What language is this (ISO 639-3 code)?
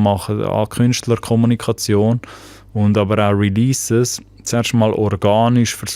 gsw